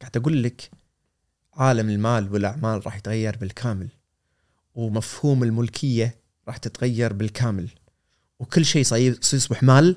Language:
Gulf Arabic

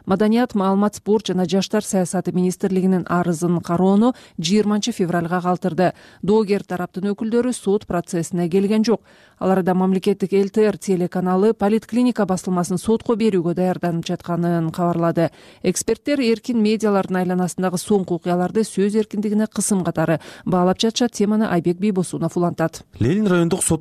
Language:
Kyrgyz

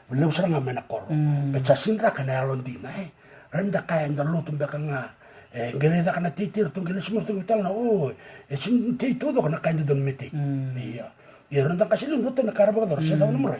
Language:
Fijian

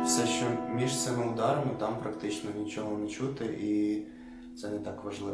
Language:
Ukrainian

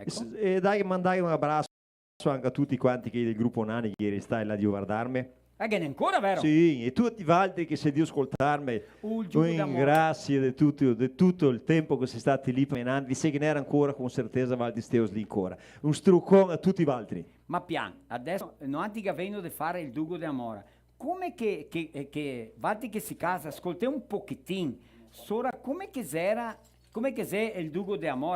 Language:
Venetian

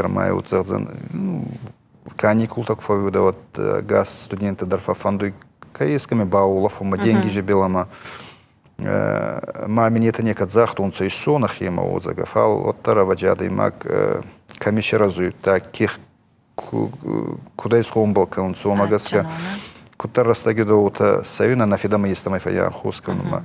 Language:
Ossetic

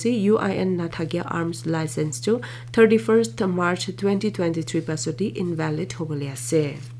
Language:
Naga Pidgin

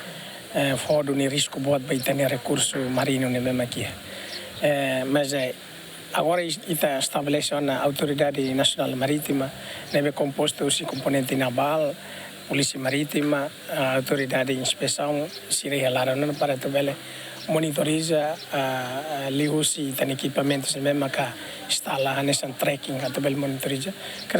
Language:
Tetum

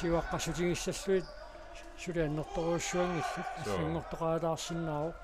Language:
Kalaallisut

